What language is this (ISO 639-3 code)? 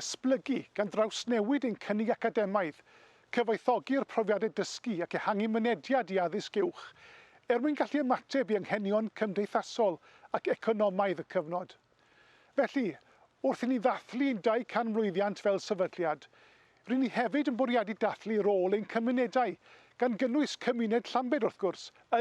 cym